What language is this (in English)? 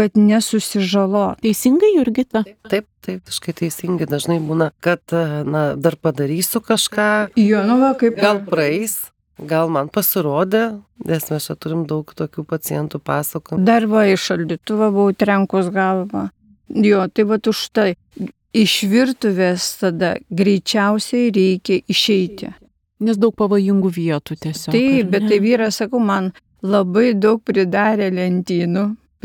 Lithuanian